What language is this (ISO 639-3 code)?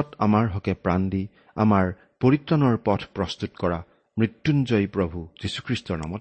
asm